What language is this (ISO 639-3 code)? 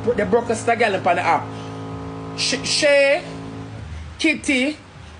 jam